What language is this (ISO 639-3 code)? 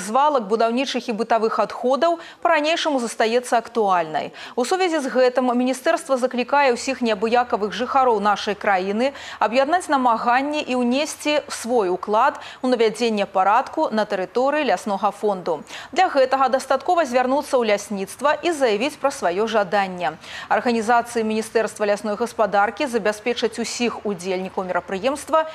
bel